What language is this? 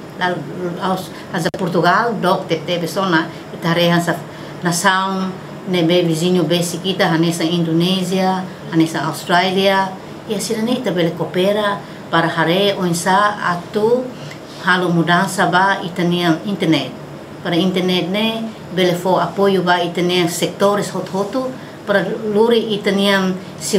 Tetum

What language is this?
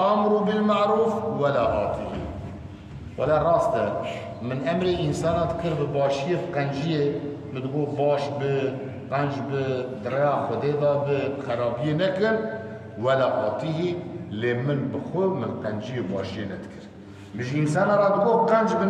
Kurdish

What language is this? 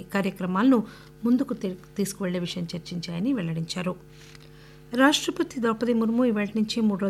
Telugu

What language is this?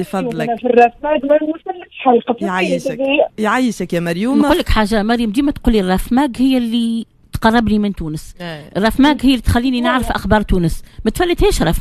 Tunisian Arabic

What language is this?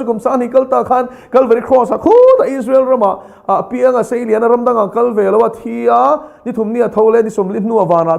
Mizo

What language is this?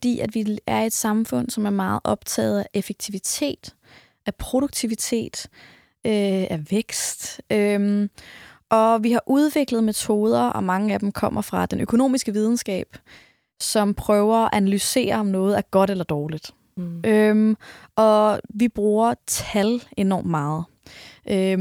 Danish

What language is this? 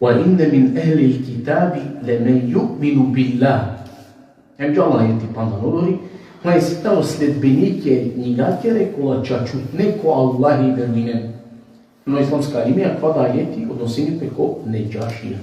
Balkan Romani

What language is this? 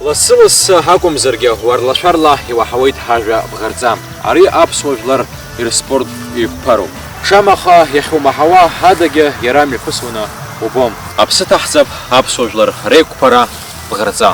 Abkhazian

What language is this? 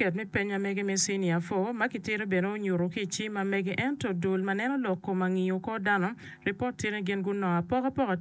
Acoli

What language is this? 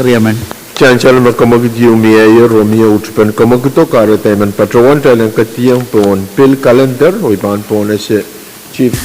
Pohnpeian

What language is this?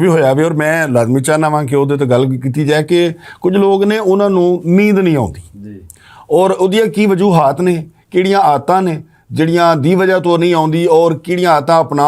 Western Panjabi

